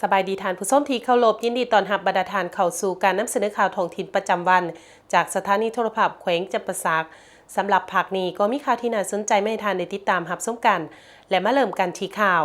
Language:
Lao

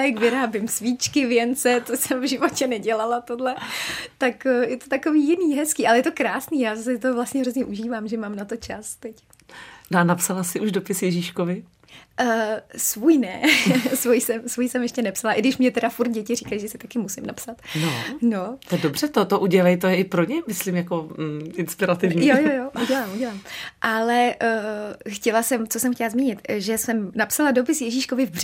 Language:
Czech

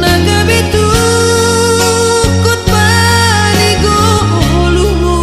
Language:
Batak Toba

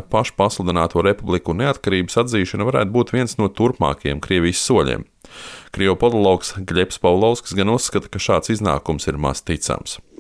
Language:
Latvian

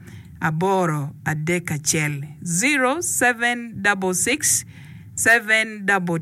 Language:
Acoli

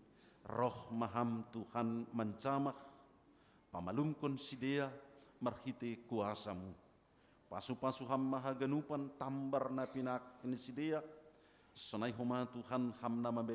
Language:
Batak Simalungun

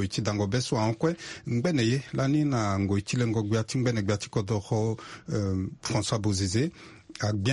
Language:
Sango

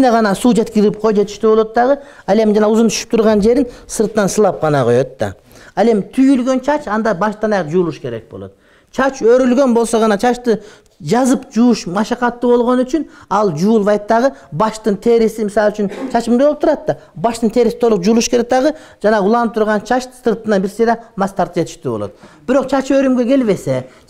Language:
Kyrgyz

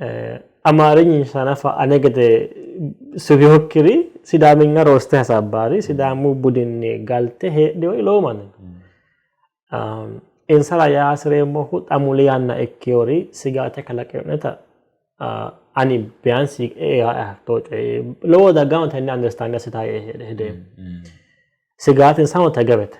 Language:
Sidamo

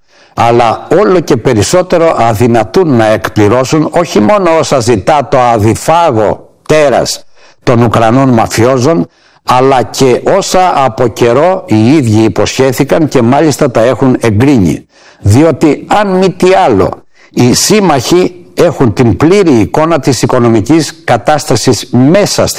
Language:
Greek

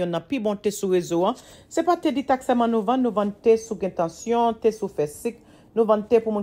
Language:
Haitian Creole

